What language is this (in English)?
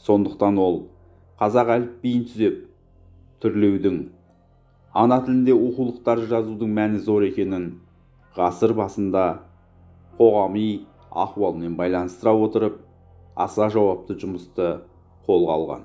Kazakh